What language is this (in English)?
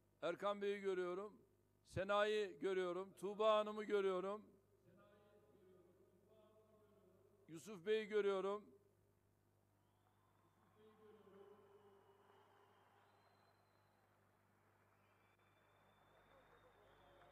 Turkish